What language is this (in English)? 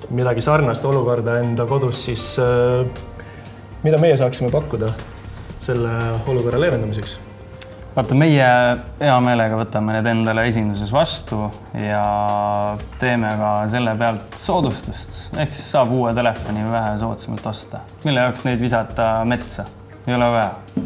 Estonian